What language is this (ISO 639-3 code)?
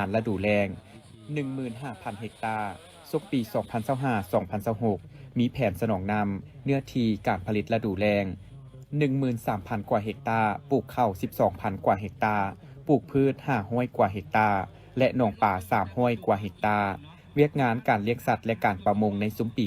lao